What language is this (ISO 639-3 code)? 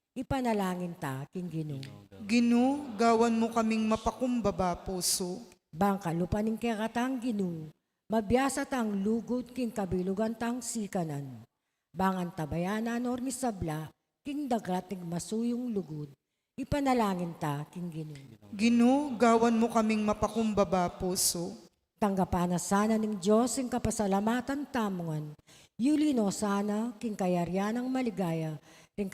pam